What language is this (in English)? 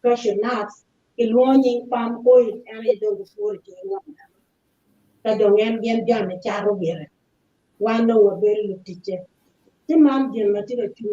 Acoli